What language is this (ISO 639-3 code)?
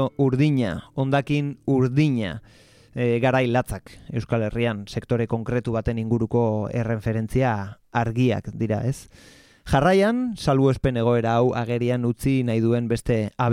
eus